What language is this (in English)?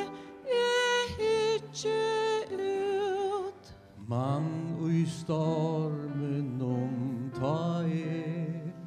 Faroese